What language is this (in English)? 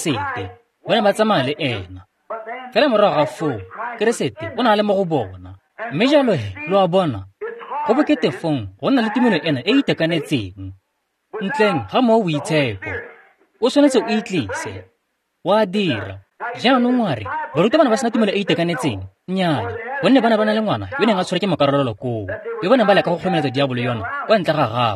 Tswana